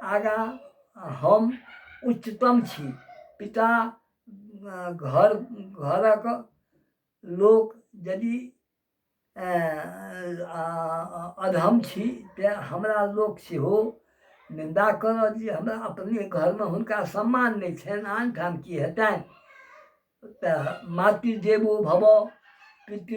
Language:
Maithili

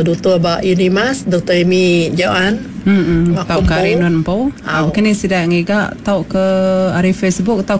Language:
Iban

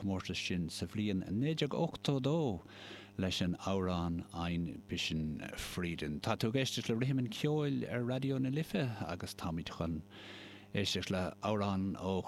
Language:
Irish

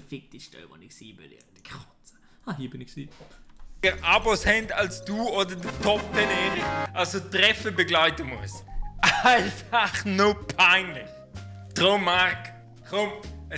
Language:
Swiss German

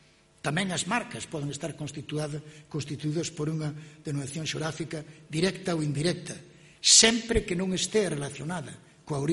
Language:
Galician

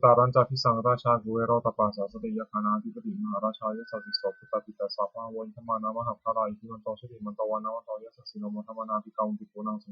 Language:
Pali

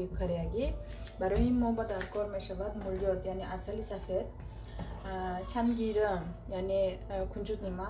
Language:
Tajik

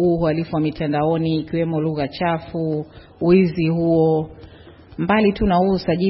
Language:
Swahili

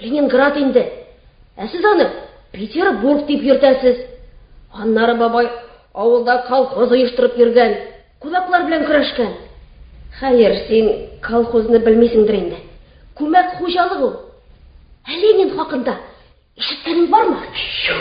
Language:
Tatar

